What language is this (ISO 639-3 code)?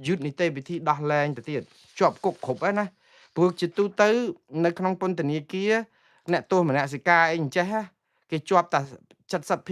khm